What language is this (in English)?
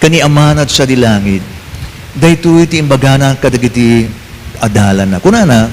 Iloko